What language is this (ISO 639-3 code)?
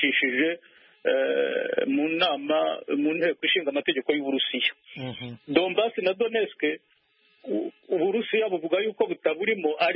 kin